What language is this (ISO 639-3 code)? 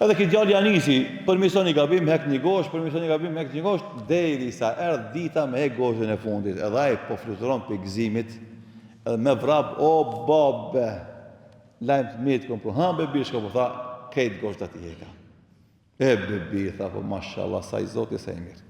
sqi